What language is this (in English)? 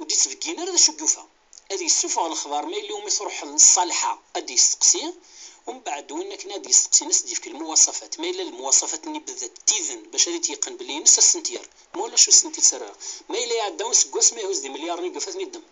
Kabyle